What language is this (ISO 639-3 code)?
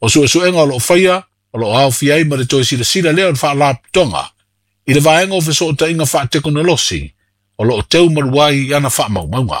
smo